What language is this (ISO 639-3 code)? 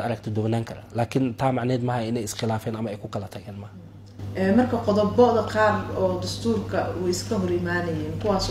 som